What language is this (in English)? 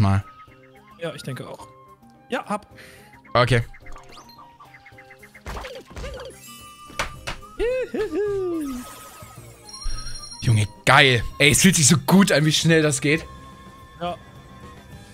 German